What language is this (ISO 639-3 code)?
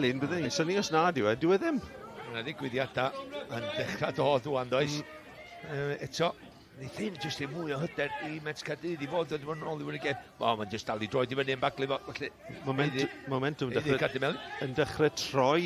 cym